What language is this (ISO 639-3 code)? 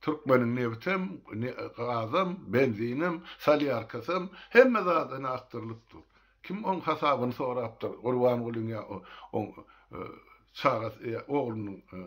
tuk